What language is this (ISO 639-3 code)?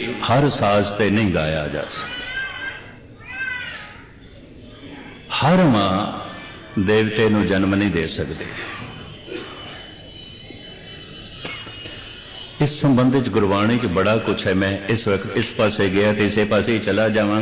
pan